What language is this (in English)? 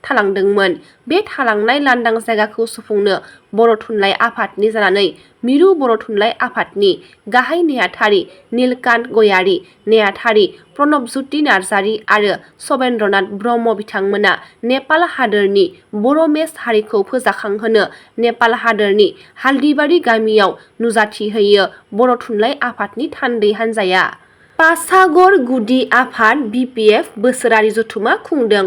Bodo